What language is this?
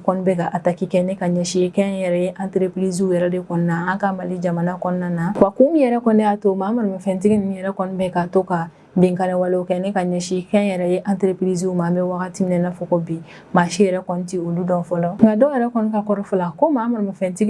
Bambara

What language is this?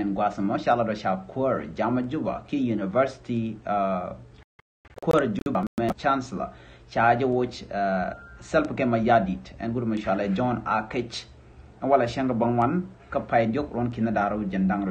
Nuer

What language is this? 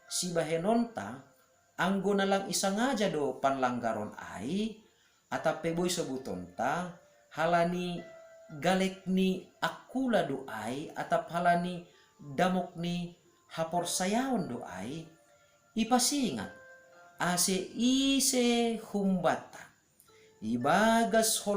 Batak Simalungun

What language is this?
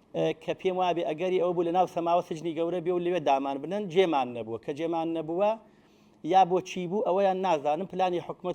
Central Kurdish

